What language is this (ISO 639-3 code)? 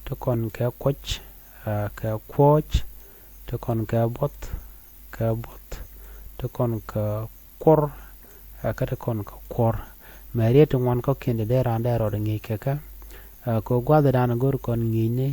nus